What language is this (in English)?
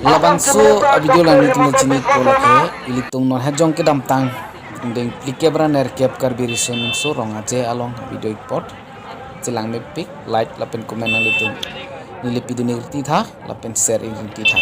Karbi